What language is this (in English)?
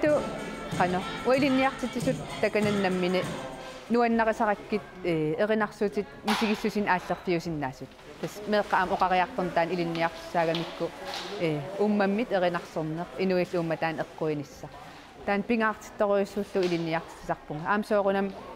Kalaallisut